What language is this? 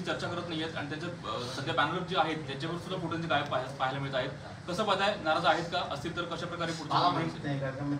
Marathi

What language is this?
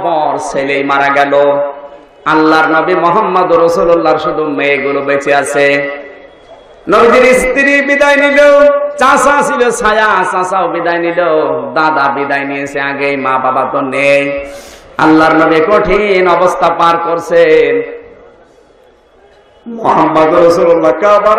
Bangla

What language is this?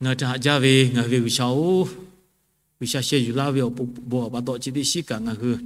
Lahu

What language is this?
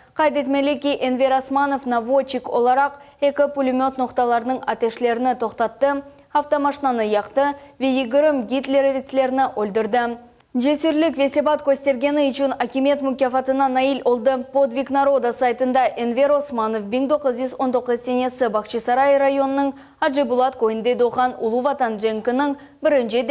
Crimean Tatar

